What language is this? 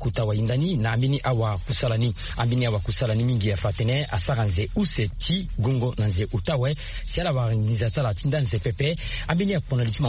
Sango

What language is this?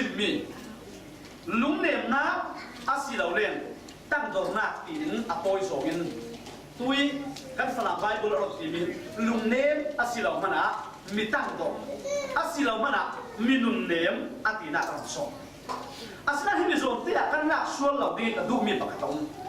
Falam Chin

